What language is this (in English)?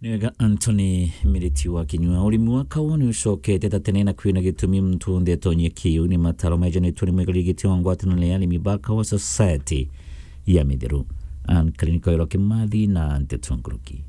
Meru